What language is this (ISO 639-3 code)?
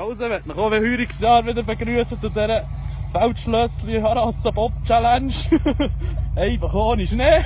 gsw